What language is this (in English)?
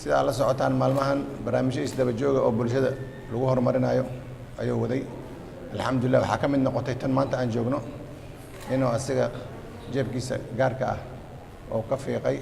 Somali